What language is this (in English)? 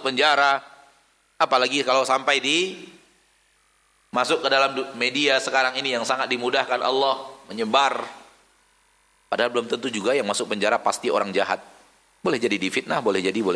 Indonesian